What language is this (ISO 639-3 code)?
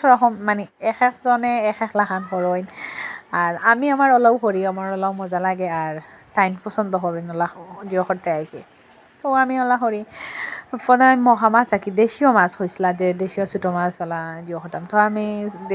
syl